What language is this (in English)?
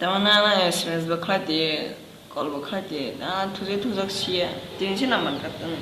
Kok Borok